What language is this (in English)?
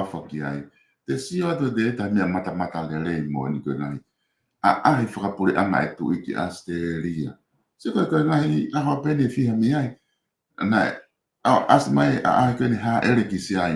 Tongan